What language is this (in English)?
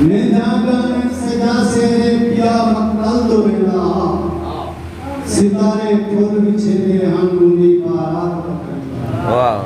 Saraiki